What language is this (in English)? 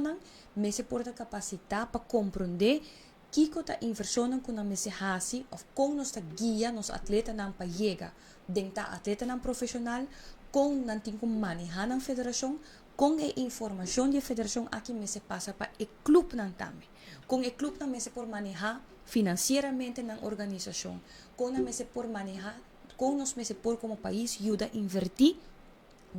Papiamento